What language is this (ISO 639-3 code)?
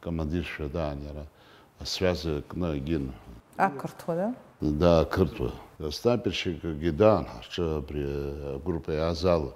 abk